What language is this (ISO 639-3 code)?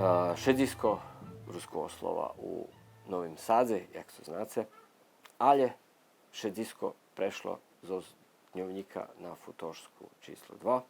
rue